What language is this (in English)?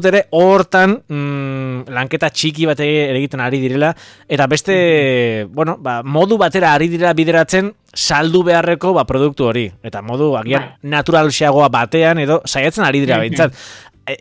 Basque